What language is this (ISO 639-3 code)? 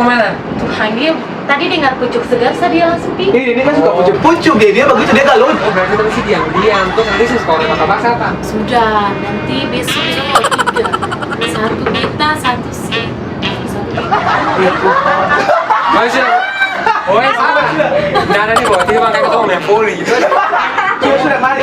abs